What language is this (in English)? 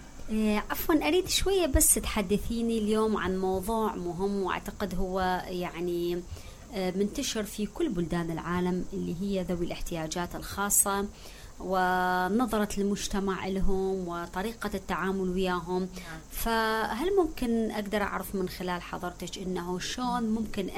Mesopotamian Arabic